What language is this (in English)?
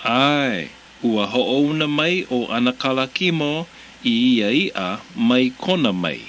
Hawaiian